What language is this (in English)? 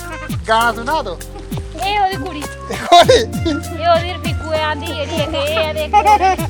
Dogri